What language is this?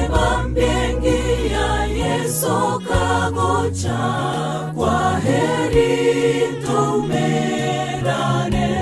Gusii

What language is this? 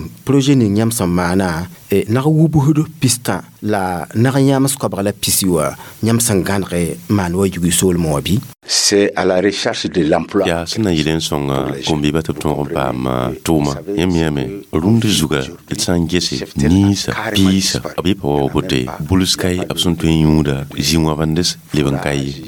Mossi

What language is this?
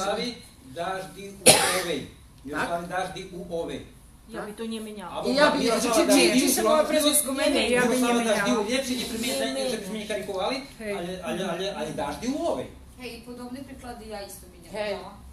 Rusyn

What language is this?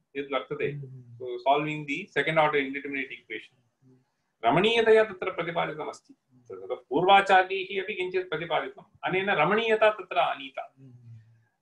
Sanskrit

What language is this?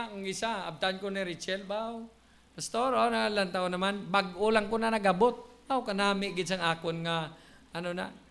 Hiligaynon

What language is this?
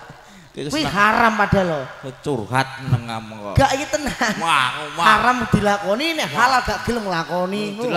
Javanese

